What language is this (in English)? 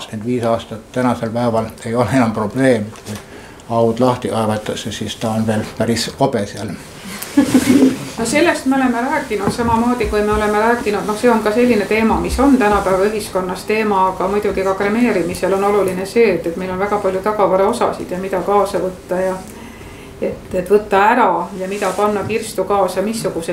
Estonian